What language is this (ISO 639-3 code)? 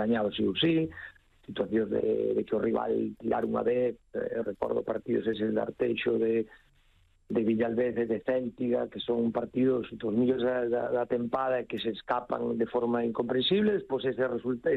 glg